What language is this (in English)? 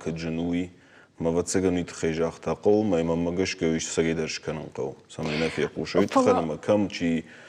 Ossetic